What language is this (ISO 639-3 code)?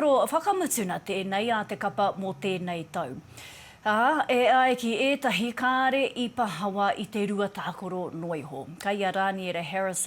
mri